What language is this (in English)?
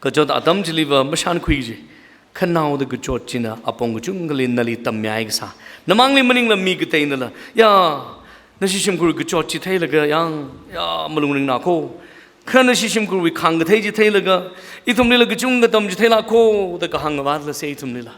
Tangkhul Naga (India)